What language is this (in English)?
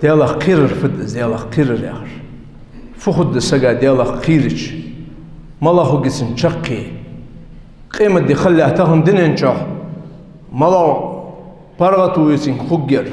Ingush